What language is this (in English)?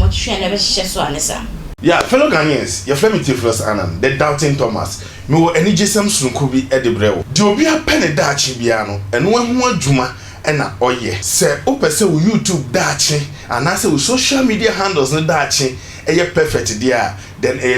Akan